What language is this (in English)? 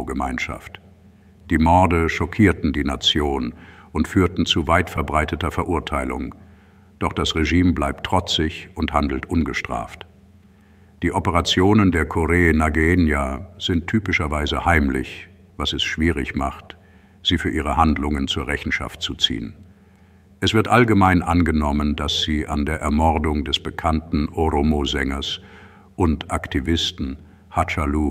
German